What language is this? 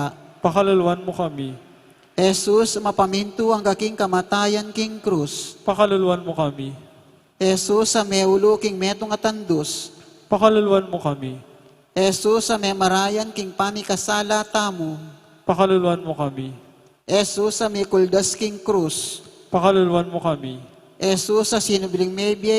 Pampanga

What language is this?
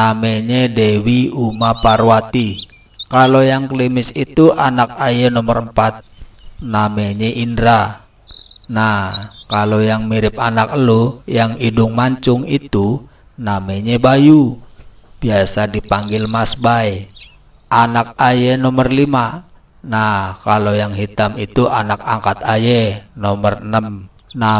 Betawi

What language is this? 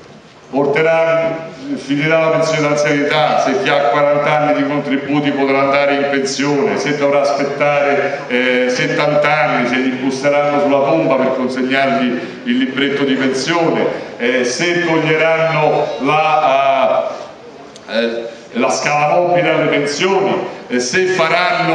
Italian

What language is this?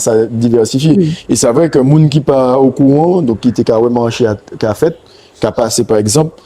Guadeloupean Creole French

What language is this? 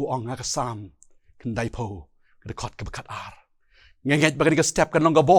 Khasi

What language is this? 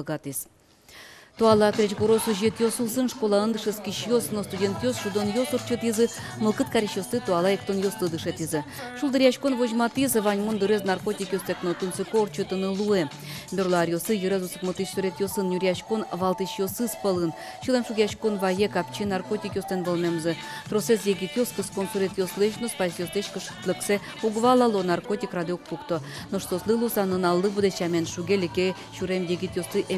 Udmurt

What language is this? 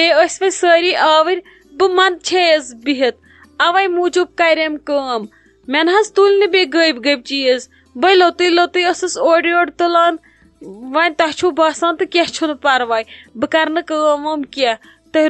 Kashmiri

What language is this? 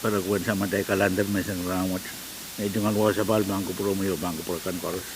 Pohnpeian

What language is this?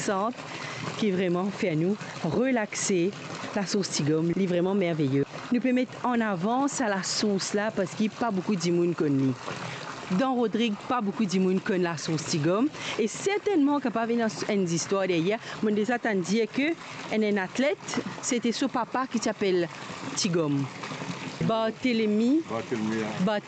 Morisyen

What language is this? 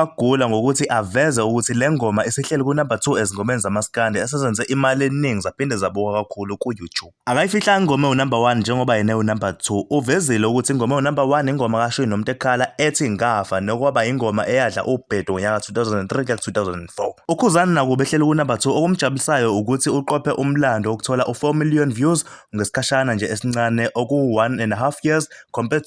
Zulu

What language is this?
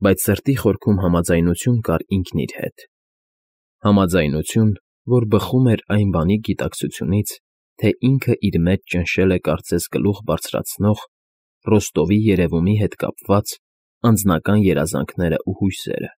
Armenian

